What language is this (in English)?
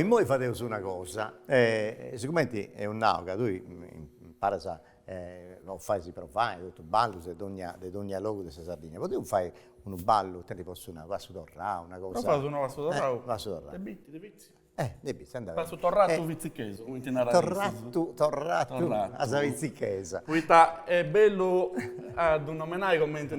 Sardinian